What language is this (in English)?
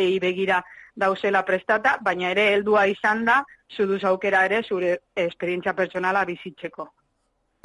Basque